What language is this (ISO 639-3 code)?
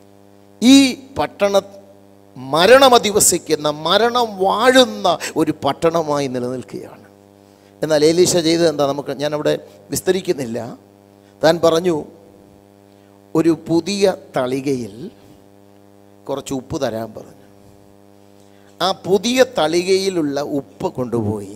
mal